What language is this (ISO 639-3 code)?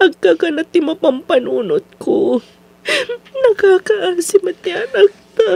ilo